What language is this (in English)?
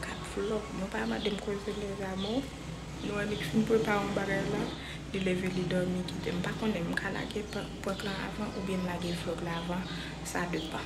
Haitian Creole